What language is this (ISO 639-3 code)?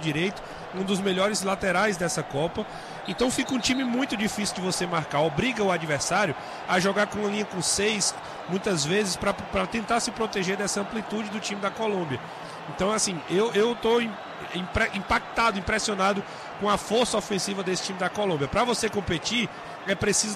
por